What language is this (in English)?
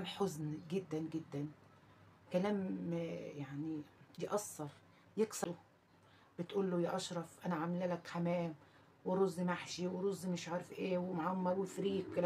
Egyptian Arabic